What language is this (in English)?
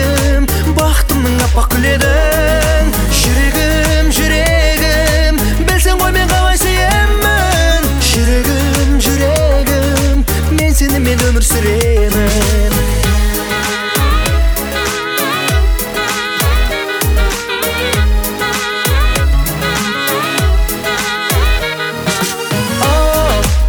Kazakh